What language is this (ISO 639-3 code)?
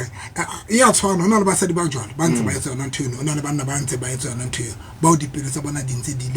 sot